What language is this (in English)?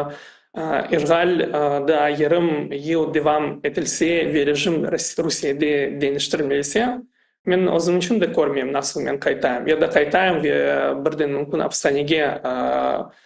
Crimean Tatar